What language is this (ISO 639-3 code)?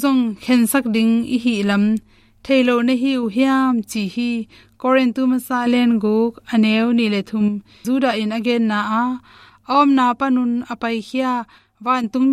ctd